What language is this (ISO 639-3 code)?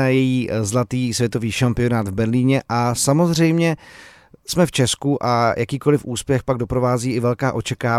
ces